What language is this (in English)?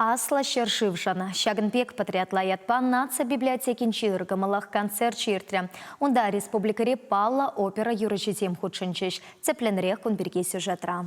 Chuvash